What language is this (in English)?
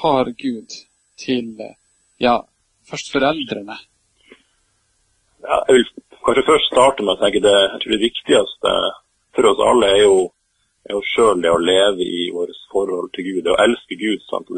Norwegian